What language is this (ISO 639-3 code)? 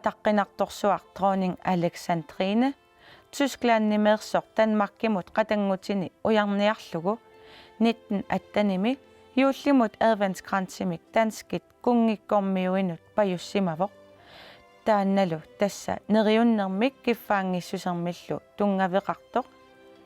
kal